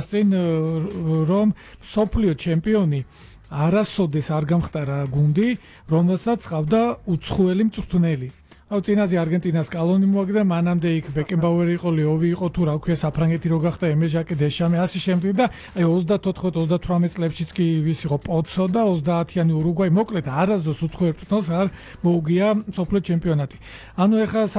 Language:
Georgian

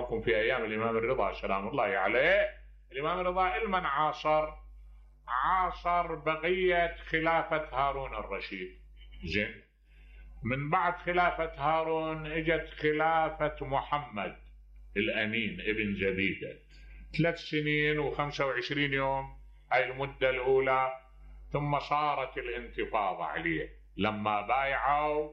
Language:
Mesopotamian Arabic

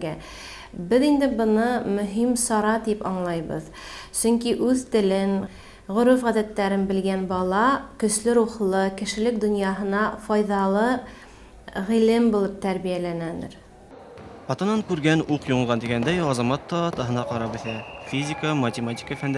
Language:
Bashkir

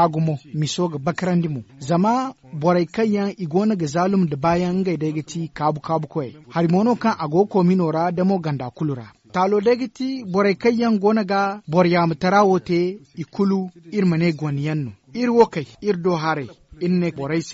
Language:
Zarma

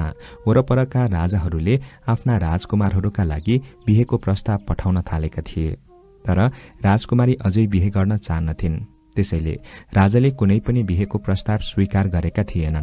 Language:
Nepali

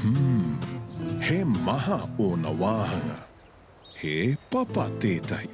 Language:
Māori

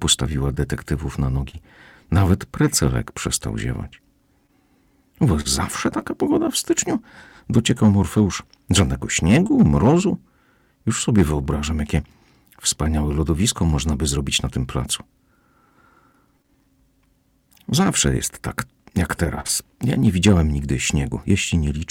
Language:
Polish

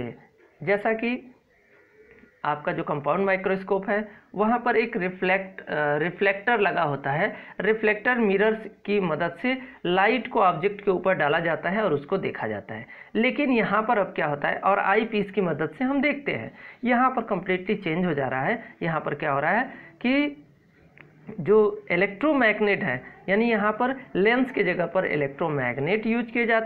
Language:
Hindi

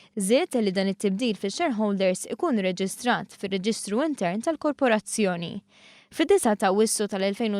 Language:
Maltese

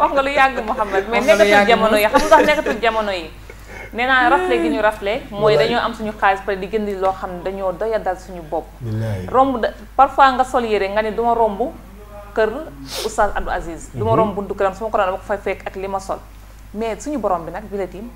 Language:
Wolof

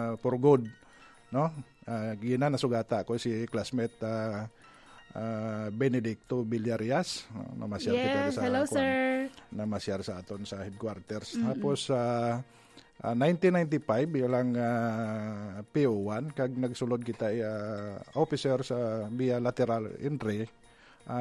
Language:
Hiligaynon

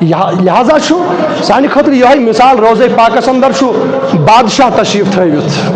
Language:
Kashmiri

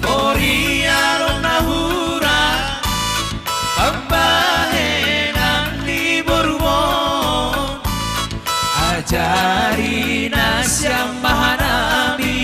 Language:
Batak Simalungun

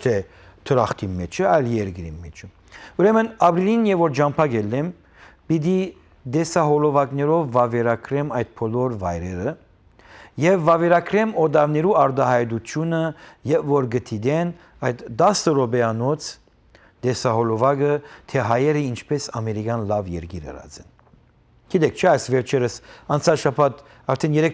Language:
Western Armenian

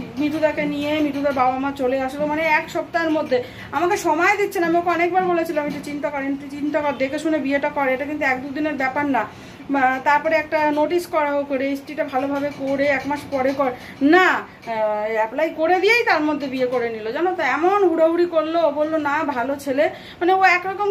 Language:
Bangla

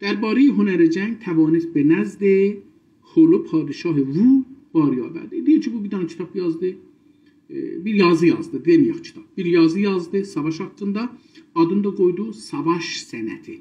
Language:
South Azerbaijani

